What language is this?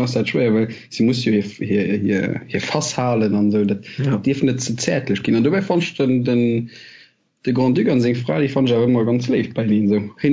Luxembourgish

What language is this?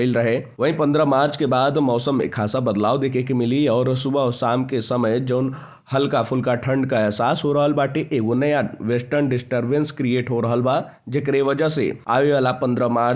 Bhojpuri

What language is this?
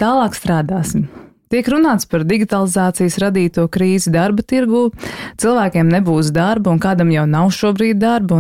Latvian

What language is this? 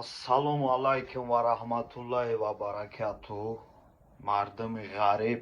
Tajik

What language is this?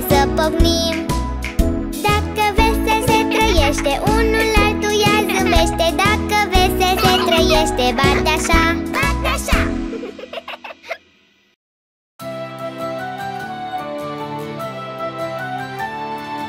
Romanian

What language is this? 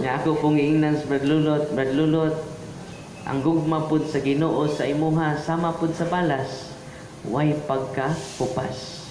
Cebuano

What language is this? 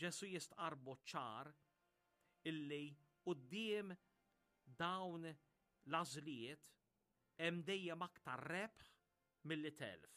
Maltese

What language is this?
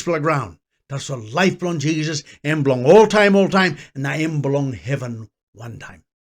Tok Pisin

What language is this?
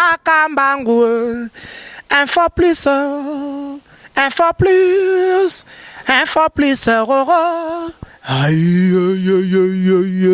Lingala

